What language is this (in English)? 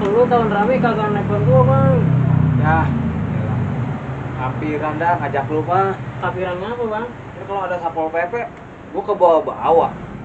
Betawi